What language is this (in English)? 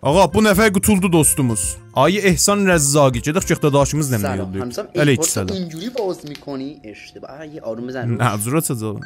South Azerbaijani